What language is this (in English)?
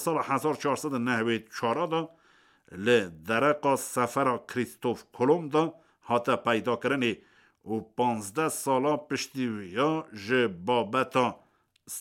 Kurdish